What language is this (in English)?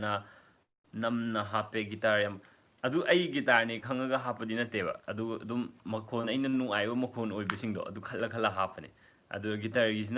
Manipuri